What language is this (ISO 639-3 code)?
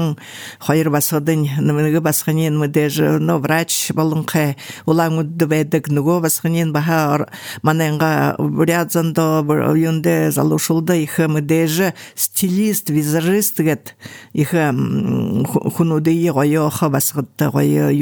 bua